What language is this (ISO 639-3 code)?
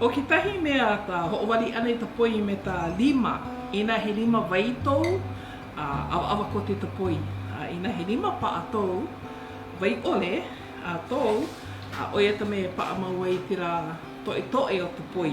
haw